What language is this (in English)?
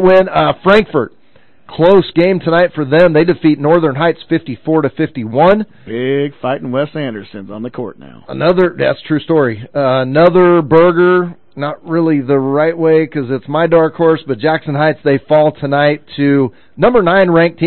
English